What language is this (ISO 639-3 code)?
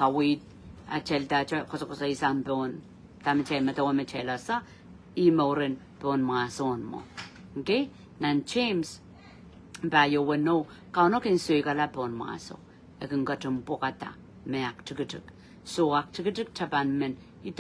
pon